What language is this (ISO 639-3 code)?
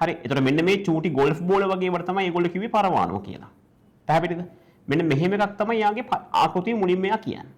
sin